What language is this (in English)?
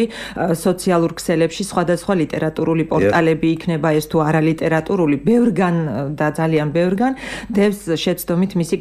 Georgian